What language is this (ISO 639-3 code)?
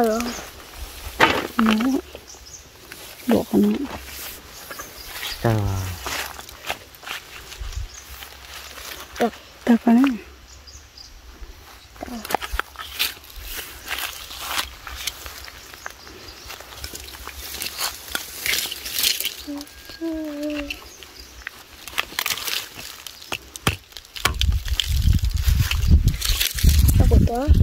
vie